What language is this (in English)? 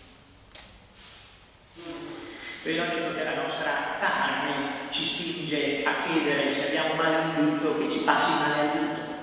Italian